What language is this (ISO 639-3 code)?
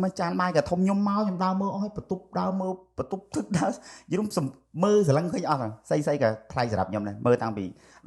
khm